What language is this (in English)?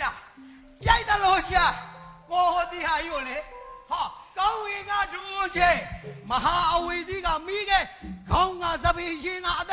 Burmese